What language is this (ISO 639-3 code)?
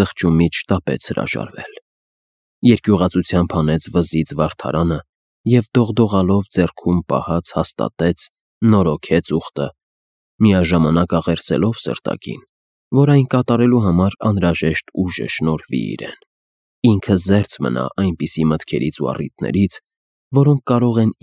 hye